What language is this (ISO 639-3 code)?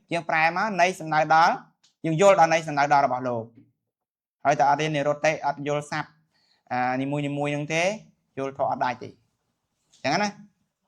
khm